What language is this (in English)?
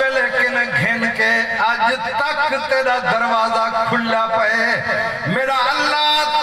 Saraiki